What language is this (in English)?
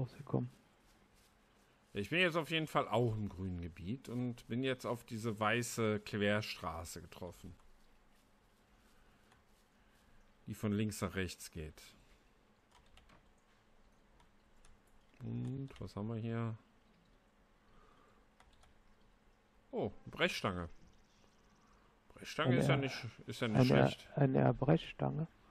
German